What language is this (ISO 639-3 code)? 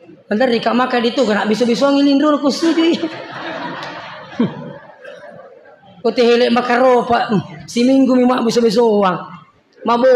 bug